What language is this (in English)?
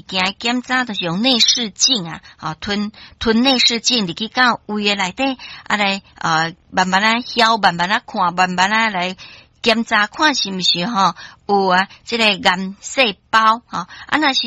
Min Nan Chinese